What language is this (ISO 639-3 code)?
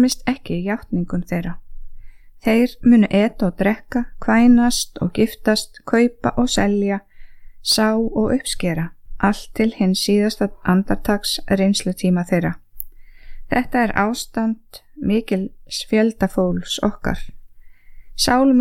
isl